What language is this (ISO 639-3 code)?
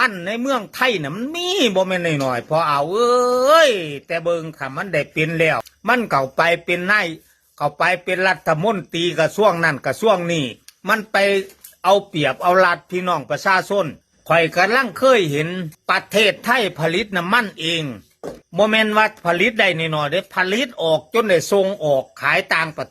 lao